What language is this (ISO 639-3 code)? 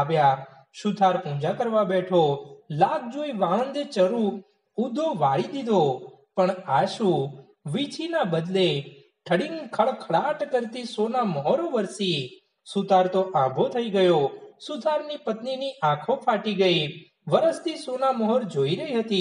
guj